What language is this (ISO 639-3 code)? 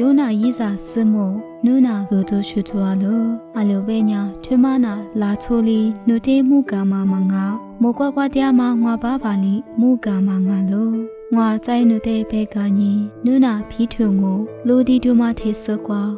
lis